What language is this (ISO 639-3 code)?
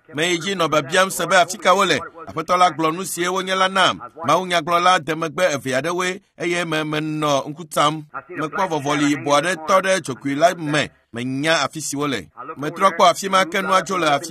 ewe